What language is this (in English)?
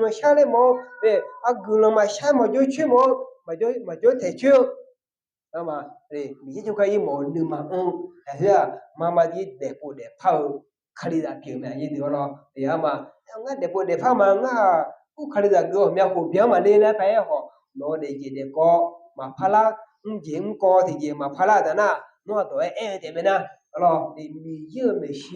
Akha